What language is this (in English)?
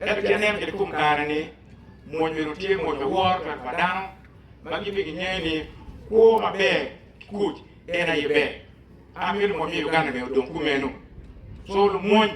Acoli